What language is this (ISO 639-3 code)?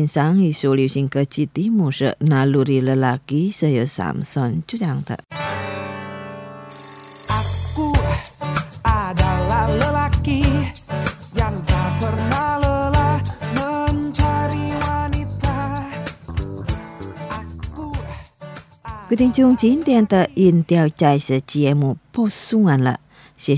zho